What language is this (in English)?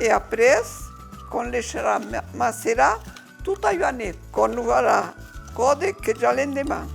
Occitan